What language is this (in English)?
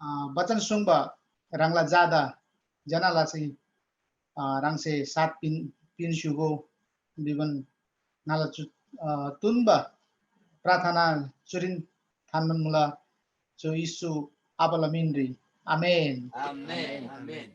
Eastern Tamang